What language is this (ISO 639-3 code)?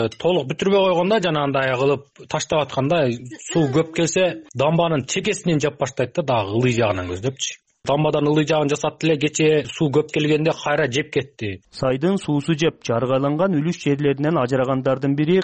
kir